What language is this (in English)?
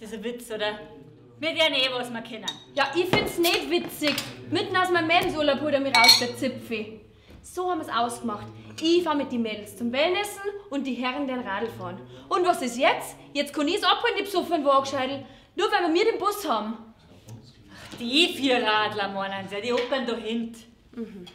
Bavarian